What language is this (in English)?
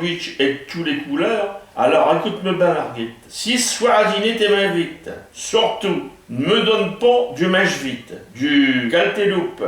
Picard